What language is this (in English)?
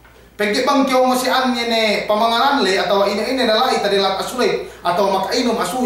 Yakan